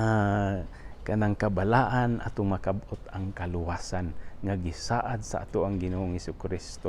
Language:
Cebuano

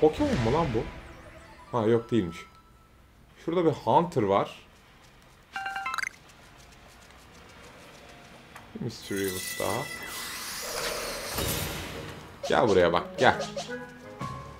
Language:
Turkish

